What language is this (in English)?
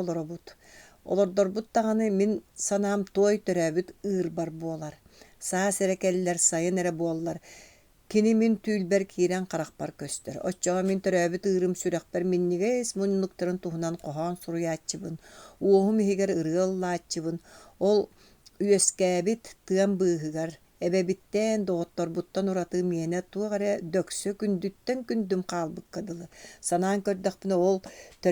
Yakut